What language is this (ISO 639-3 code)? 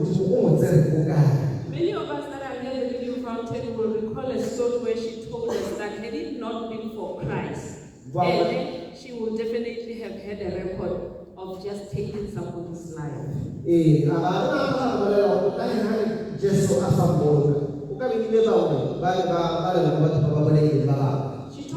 tsn